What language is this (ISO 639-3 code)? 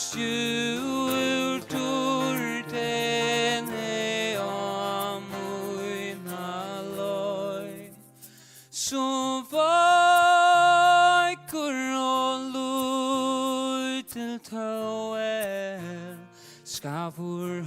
fao